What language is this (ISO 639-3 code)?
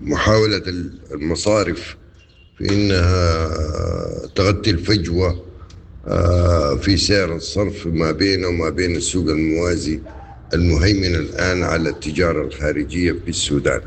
apd